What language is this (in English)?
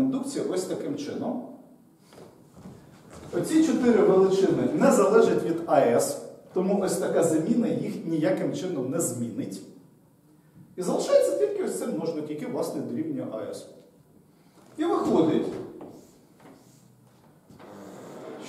Ukrainian